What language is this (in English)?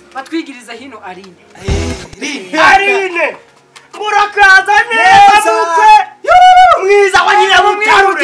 Kinyarwanda